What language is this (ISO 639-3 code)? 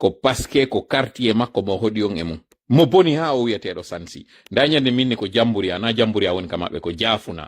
fuf